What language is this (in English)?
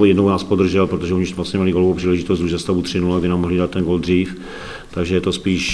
Czech